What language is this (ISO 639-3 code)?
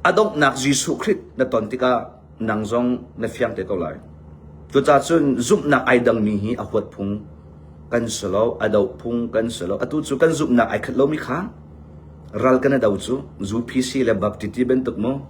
cnh